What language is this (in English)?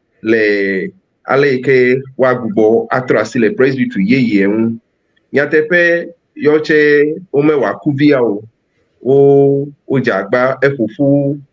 Ewe